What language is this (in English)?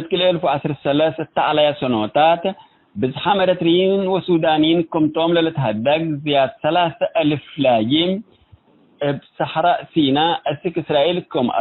Tigre